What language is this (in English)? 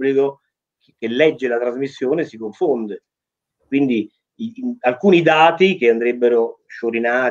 Italian